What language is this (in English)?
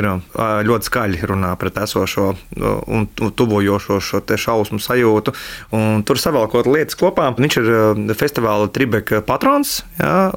Latvian